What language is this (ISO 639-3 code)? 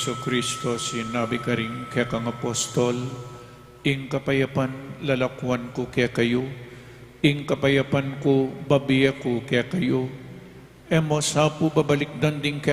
pam